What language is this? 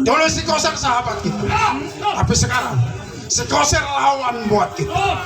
Betawi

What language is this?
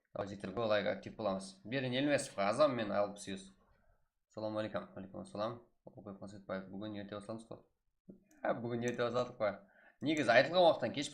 Kara-Kalpak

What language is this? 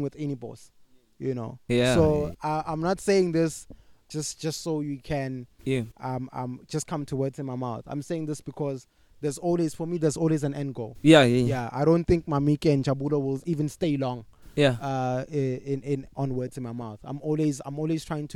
English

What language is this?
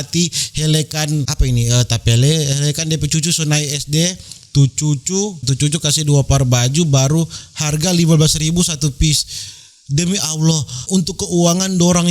Manado Malay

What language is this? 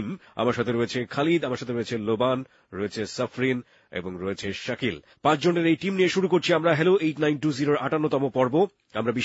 Bangla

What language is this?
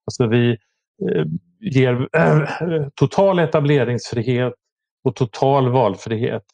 Swedish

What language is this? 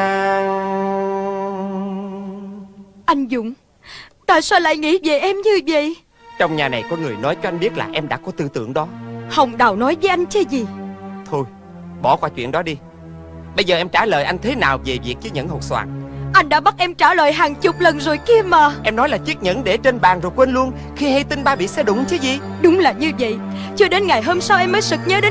Vietnamese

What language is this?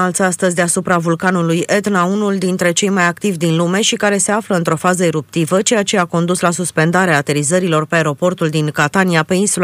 Romanian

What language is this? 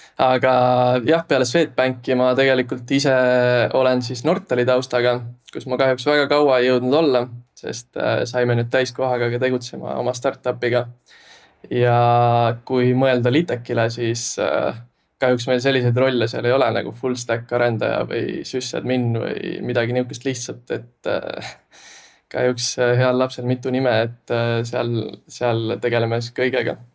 Estonian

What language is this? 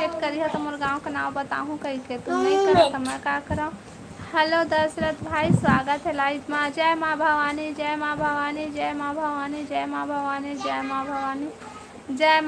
Chhattisgarhi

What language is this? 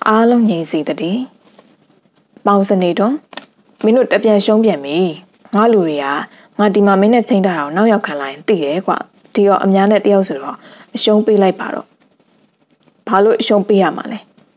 Burmese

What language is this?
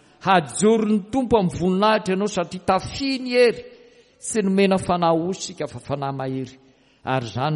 Malagasy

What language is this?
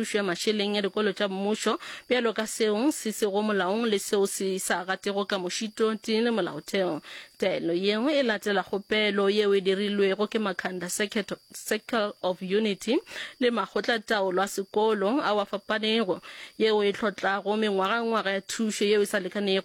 Northern Sotho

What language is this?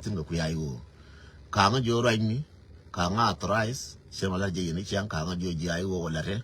Nuer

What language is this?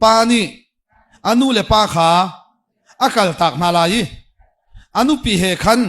Hakha Chin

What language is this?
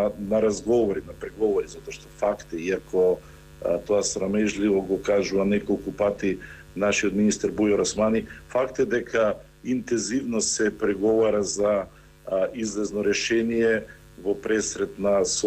Macedonian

